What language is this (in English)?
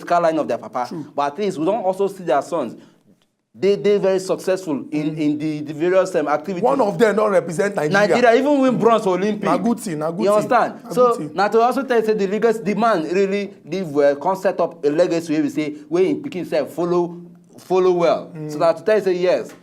Nigerian Pidgin